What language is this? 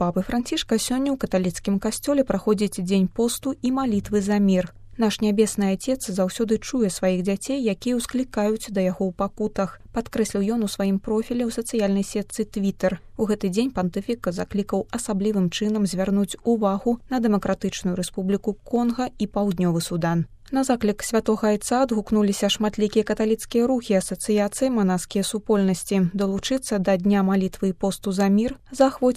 Belarusian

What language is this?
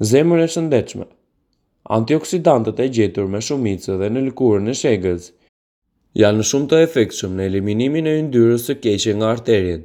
Albanian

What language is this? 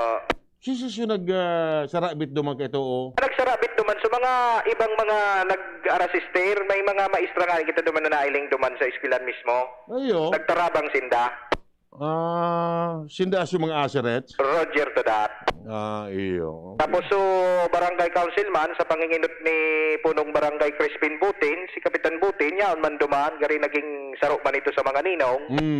Bikol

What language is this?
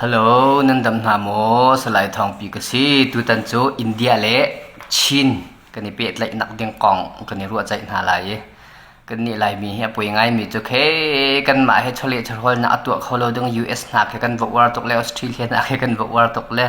Hakha Chin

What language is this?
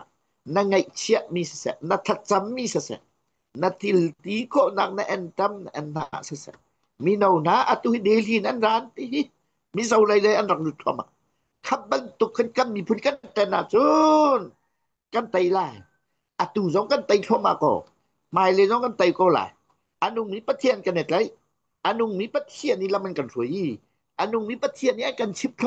Hakha Chin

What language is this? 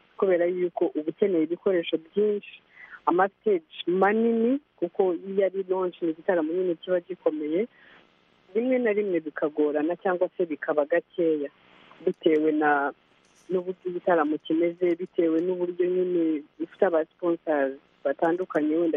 Kinyarwanda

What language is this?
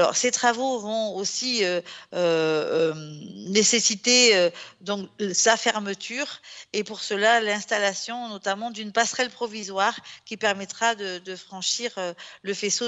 French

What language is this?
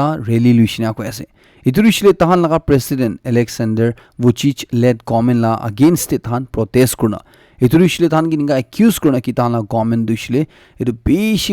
Naga Pidgin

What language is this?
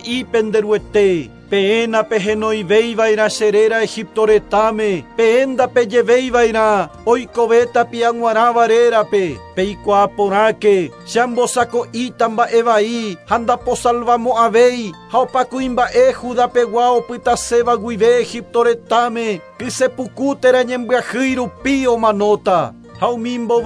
Guarani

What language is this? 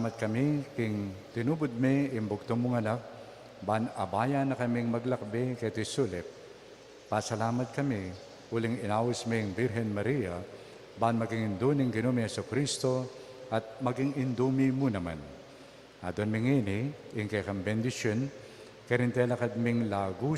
Pampanga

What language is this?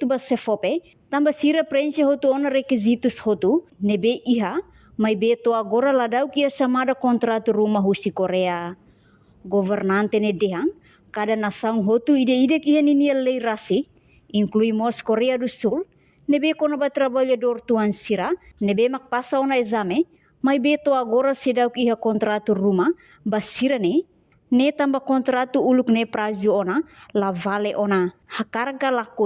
Tetum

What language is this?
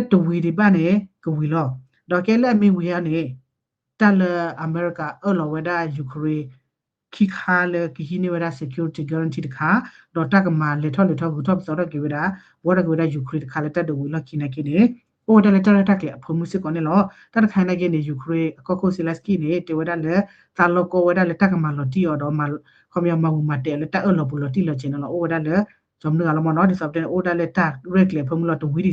S'gaw Karen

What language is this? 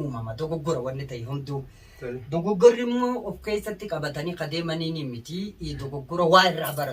Oromo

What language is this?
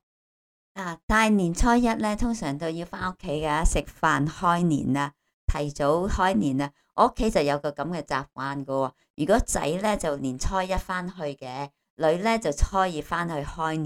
Cantonese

